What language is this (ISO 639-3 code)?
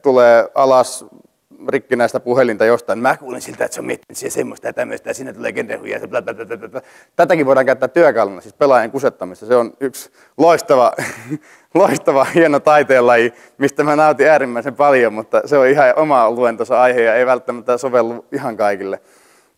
fin